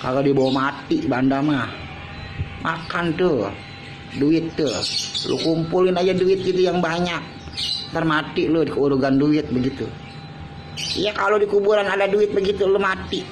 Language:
Betawi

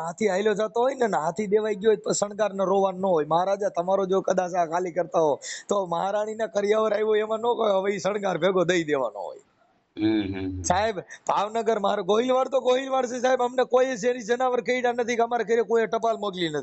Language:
Gujarati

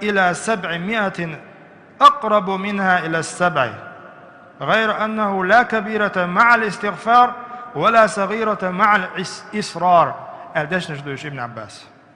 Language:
Chechen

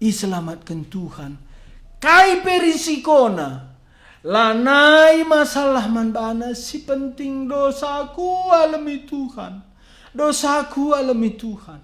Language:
Batak Karo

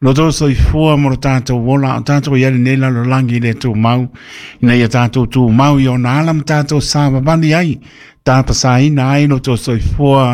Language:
Samoan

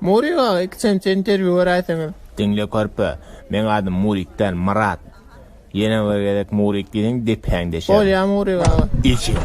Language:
Turkmen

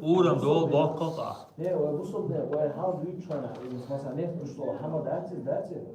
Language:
Chechen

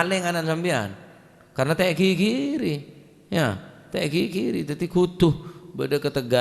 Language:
Madurese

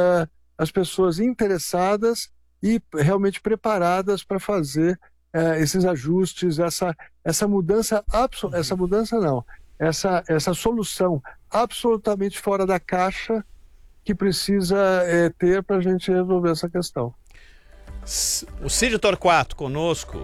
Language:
Portuguese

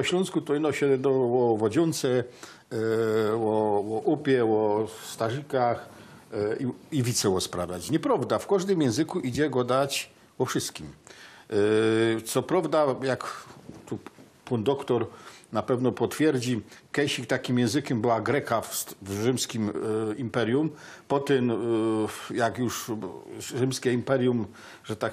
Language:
Silesian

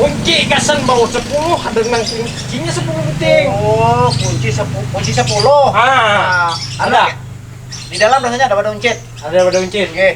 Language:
Banjar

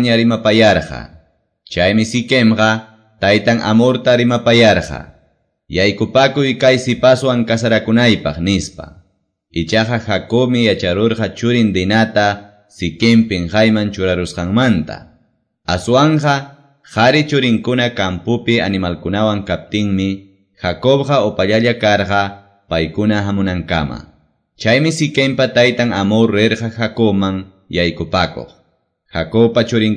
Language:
Quechua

